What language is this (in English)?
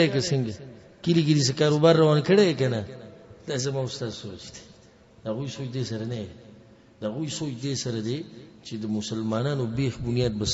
Pashto